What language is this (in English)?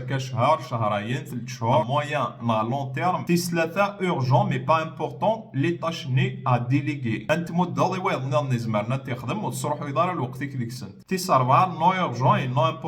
Kabyle